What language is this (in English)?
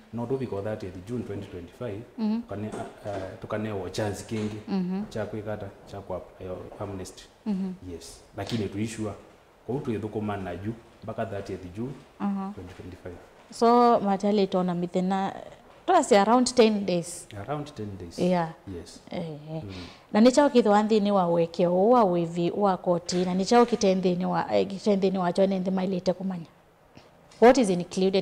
Kamba